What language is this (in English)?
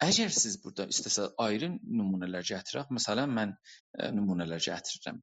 South Azerbaijani